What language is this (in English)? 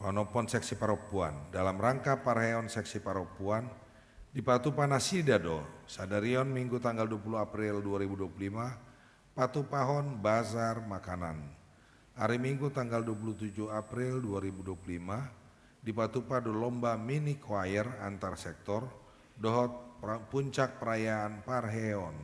Batak Toba